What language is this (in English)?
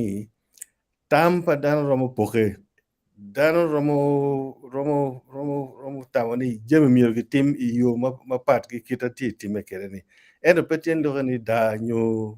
Acoli